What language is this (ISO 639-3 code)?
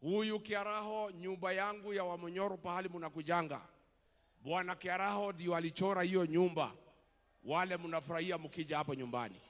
swa